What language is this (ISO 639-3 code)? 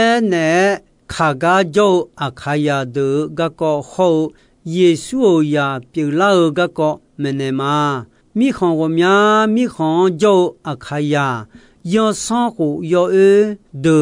ahk